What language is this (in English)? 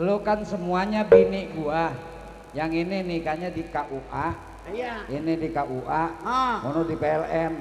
Betawi